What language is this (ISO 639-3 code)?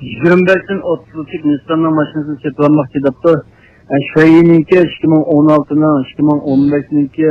uig